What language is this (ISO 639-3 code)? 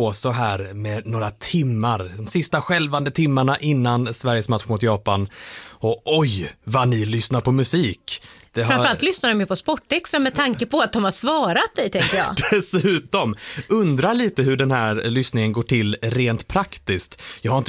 swe